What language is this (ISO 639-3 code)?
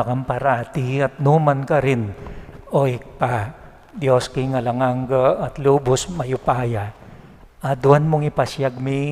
pam